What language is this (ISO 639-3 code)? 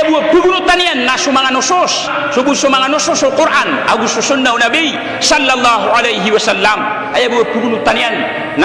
mrw